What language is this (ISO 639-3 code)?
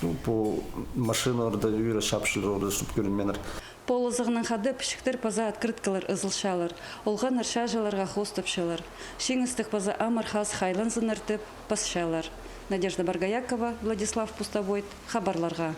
kjh